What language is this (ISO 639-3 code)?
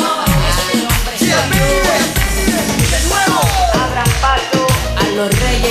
spa